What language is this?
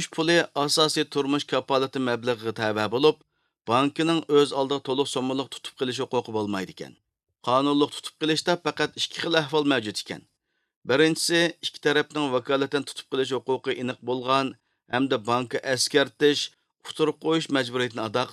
Uyghur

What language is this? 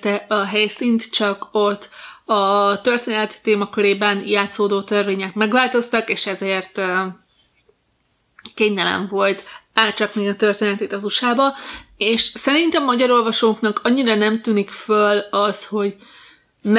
Hungarian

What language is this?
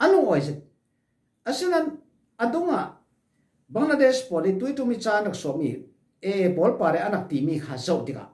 Falam Chin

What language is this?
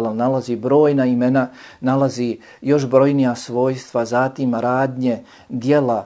Bosnian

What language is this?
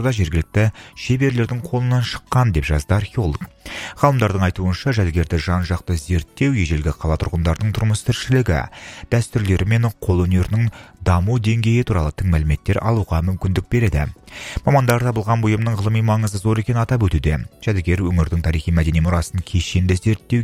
Kazakh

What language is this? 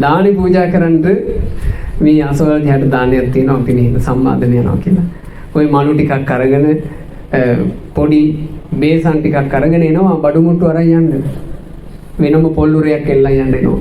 Sinhala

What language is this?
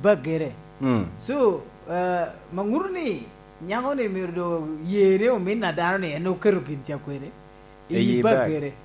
Lango (Uganda)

